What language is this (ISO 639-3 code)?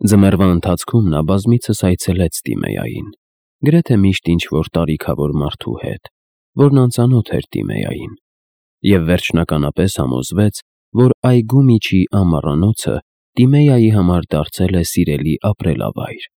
hye